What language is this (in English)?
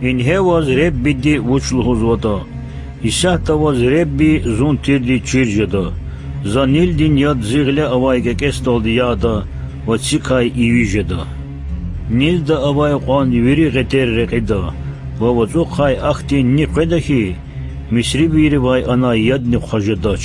Lezghian